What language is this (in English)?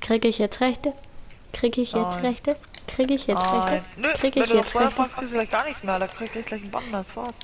Bavarian